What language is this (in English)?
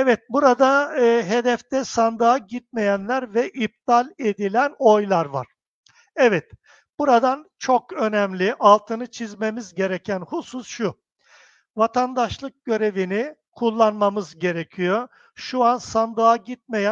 Turkish